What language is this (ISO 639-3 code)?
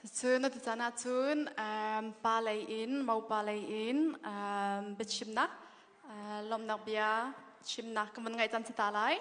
cnh